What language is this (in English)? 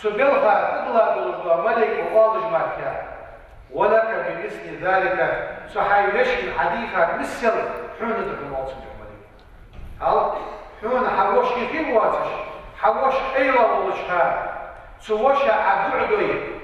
Ingush